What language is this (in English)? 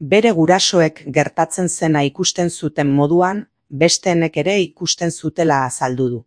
Basque